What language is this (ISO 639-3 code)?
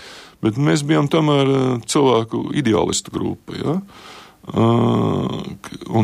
lav